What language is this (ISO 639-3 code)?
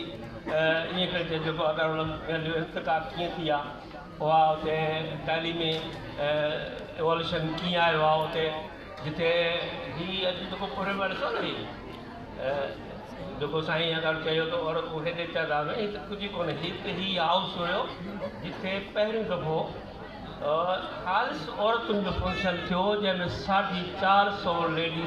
snd